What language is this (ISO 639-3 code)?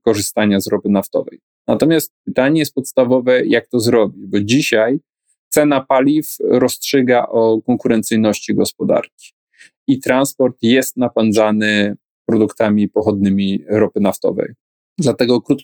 pol